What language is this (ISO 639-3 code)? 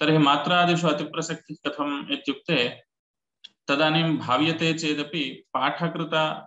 san